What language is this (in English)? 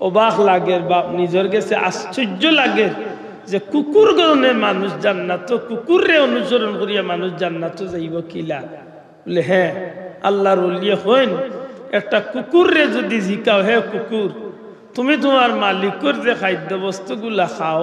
Sylheti